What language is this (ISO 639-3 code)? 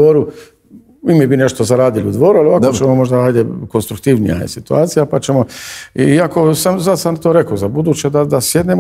hrv